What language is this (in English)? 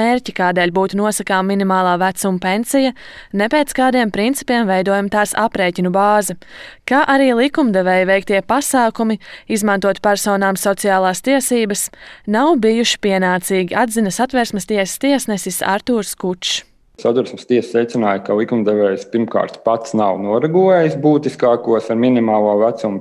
Latvian